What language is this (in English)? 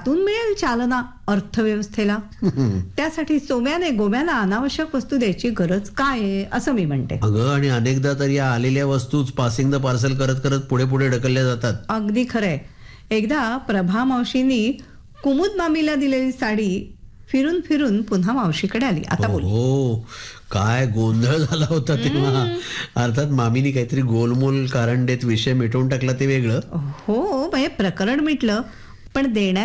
Marathi